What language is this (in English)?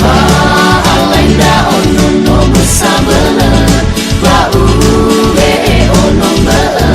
Nias